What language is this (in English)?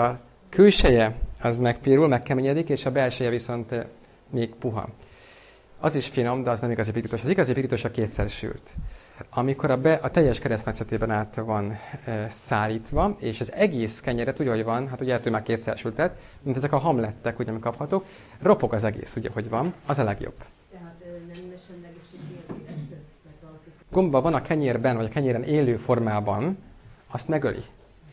Hungarian